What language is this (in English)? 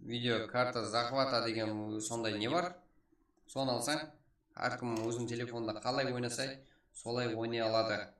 Kara-Kalpak